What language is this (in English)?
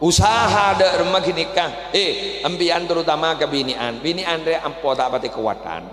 Madurese